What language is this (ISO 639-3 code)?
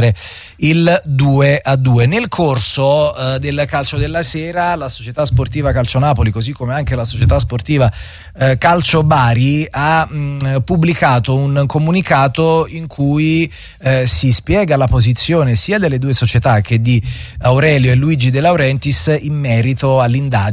ita